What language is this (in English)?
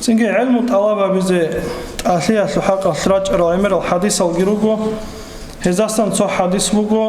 Avaric